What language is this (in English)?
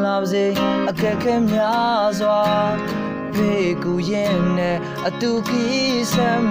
Burmese